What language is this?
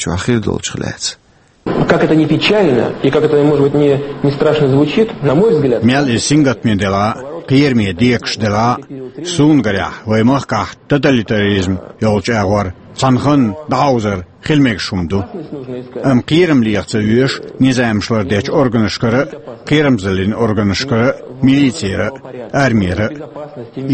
Chechen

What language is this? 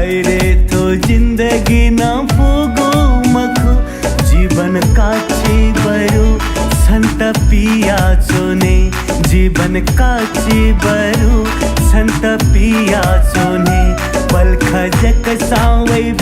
Newari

